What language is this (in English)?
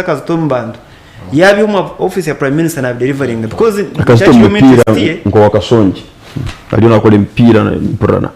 Nyankole